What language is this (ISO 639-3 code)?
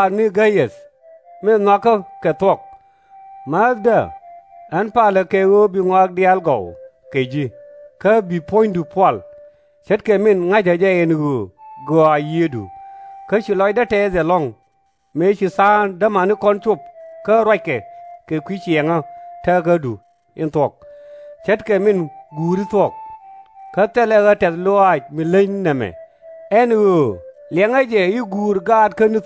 nus